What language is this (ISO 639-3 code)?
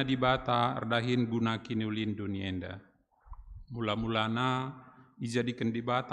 btx